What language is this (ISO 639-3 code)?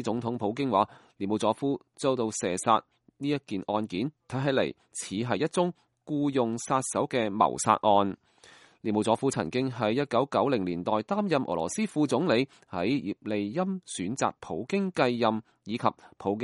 yue